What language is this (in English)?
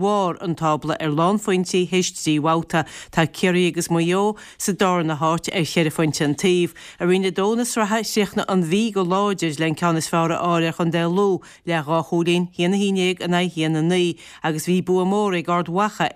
Irish